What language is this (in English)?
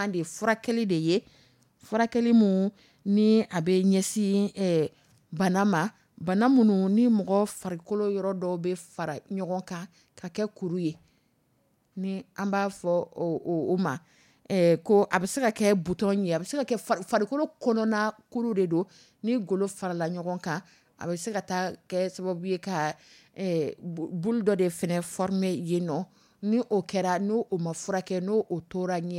Dyula